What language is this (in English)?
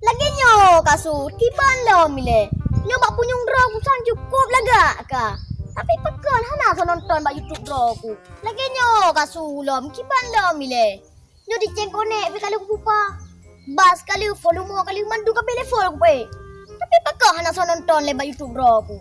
Achinese